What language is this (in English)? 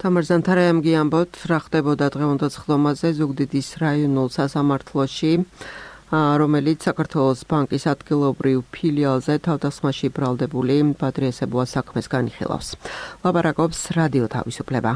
Georgian